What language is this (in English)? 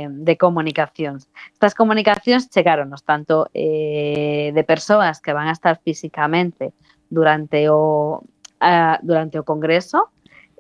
Galician